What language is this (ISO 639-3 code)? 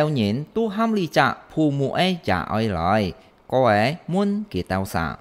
hak